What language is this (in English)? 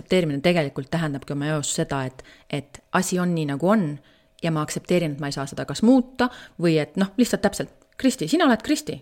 Estonian